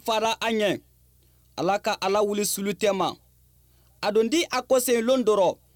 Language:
Mandingo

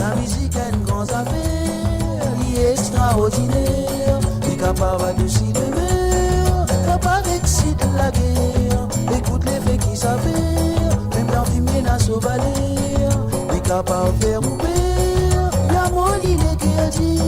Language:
Morisyen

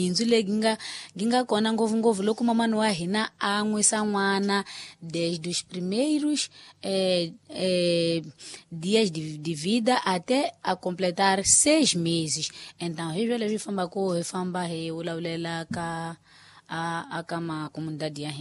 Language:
Tsonga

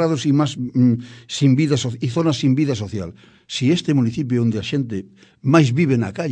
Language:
Galician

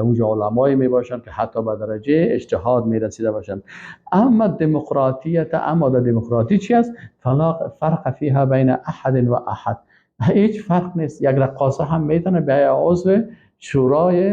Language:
Persian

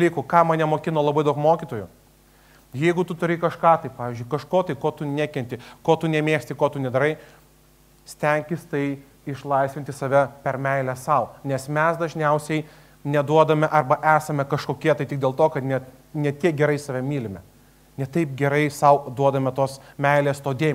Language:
Lithuanian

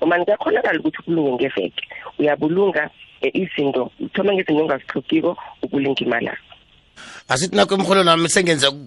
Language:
South Ndebele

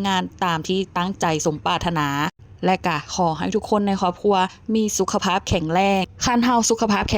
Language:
Lao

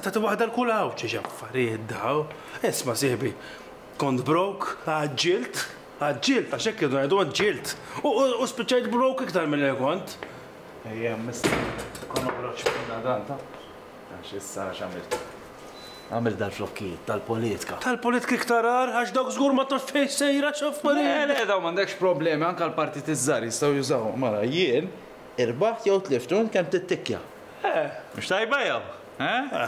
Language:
Maltese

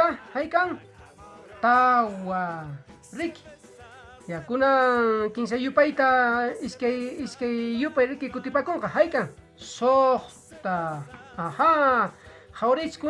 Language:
Quechua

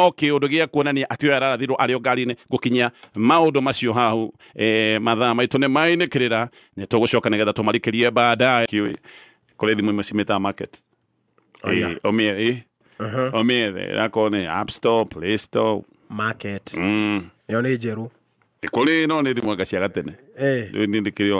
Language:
Kikuyu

